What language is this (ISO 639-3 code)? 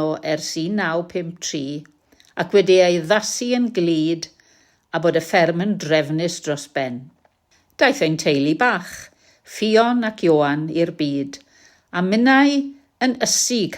cym